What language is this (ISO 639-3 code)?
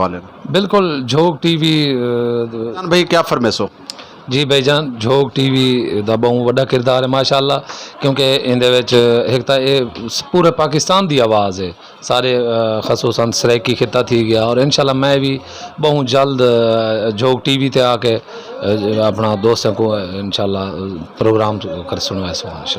skr